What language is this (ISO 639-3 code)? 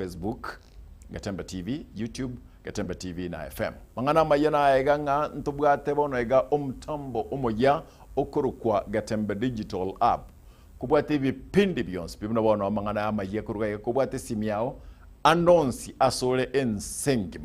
guz